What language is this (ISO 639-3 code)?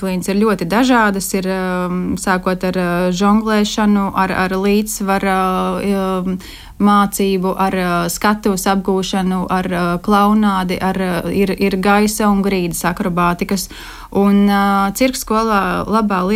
lav